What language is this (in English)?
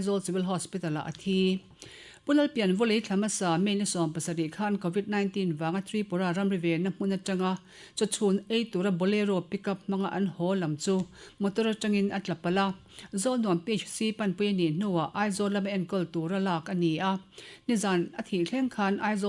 Mizo